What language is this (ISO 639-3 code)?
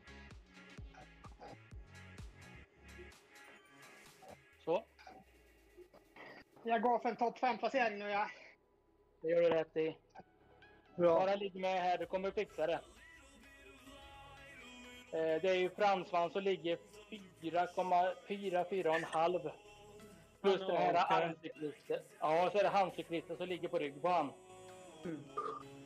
swe